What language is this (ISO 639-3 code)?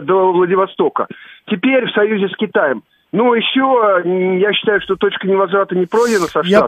rus